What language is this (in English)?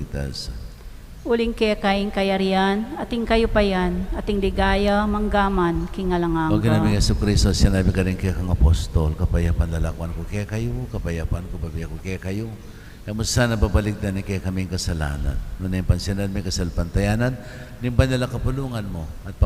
Pampanga